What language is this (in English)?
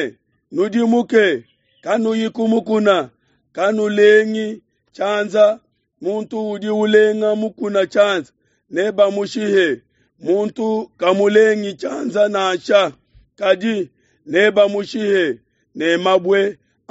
Luba-Lulua